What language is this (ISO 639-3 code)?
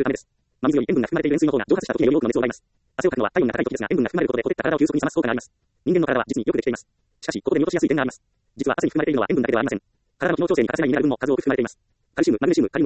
jpn